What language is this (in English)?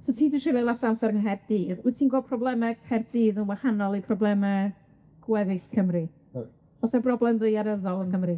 Welsh